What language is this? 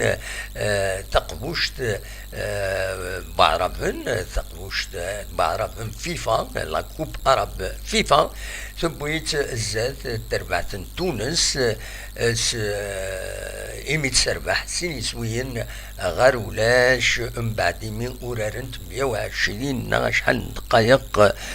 Kabyle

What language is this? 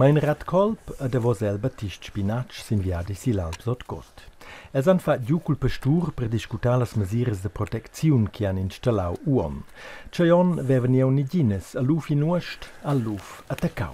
Romansh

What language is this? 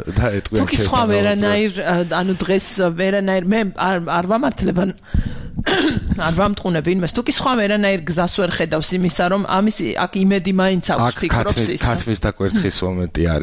Georgian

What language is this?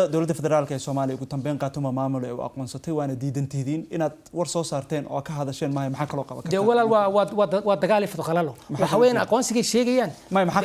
Somali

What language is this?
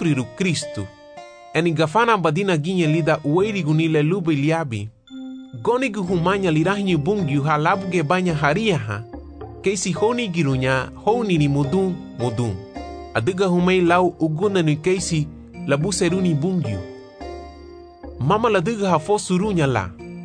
Garifuna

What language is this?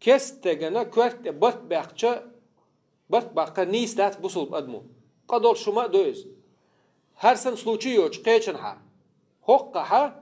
Chechen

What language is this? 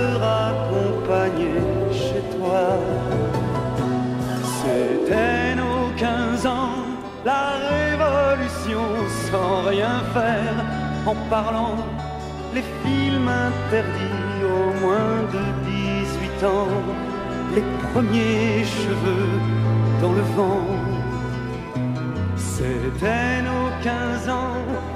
French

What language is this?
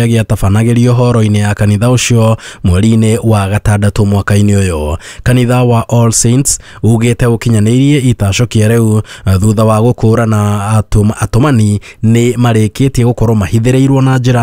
Kikuyu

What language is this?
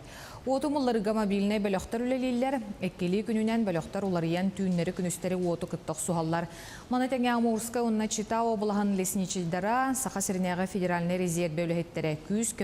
Yakut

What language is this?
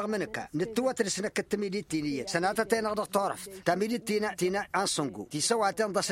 Tamasheq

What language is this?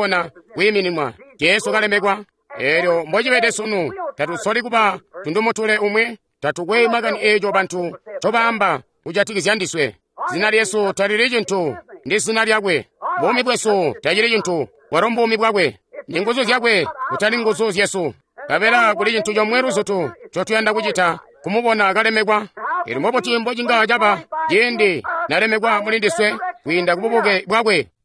Tonga (Zambia)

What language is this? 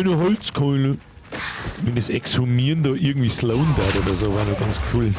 Bavarian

